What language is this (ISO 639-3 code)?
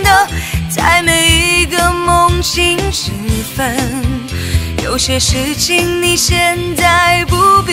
zho